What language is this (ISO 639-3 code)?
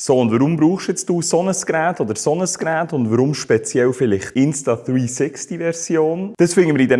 gsw